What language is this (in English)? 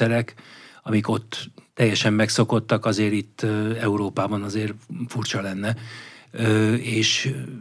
Hungarian